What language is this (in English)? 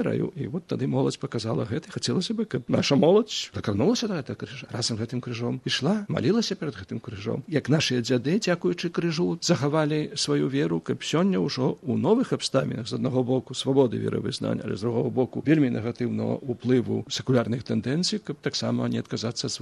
Belarusian